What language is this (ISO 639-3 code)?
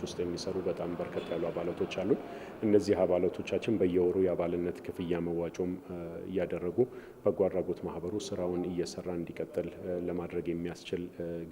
amh